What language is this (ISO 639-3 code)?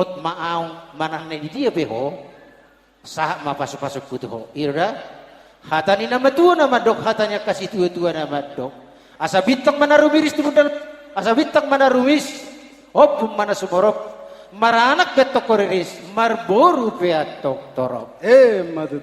bbc